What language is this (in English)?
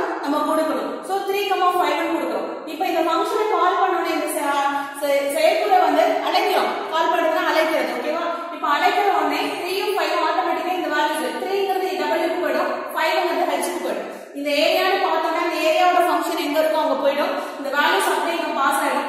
Tamil